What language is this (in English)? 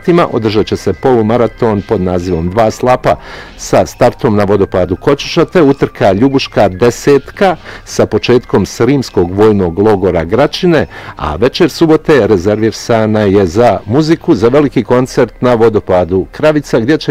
Bosnian